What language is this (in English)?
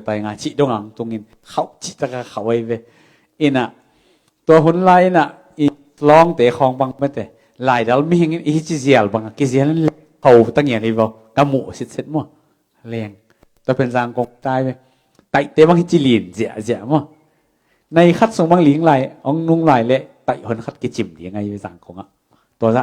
Tedim Chin